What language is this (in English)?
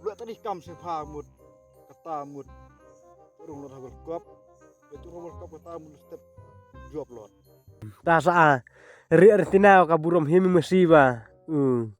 Khasi